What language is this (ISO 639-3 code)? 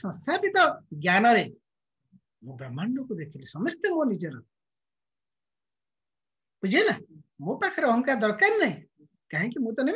ori